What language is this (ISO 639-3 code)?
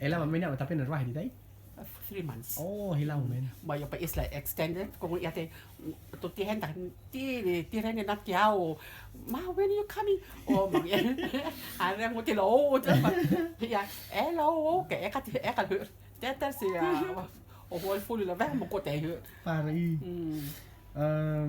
rtm